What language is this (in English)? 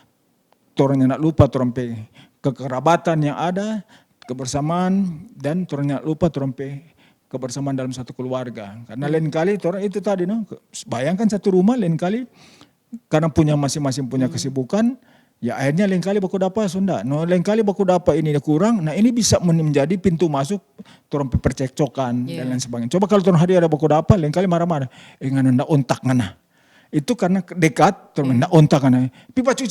Manado Malay